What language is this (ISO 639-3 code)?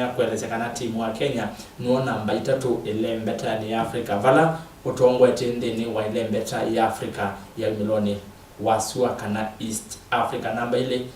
kam